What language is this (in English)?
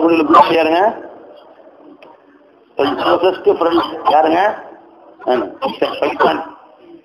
Tamil